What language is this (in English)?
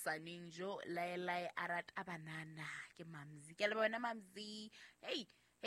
Southern Sotho